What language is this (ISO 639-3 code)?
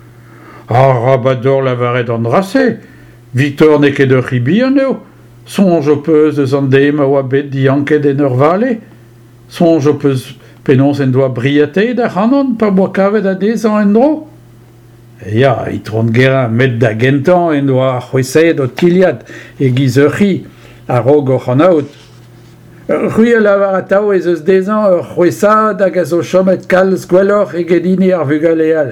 bre